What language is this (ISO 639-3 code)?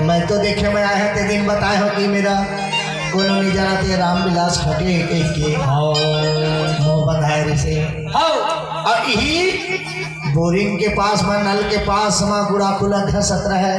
hne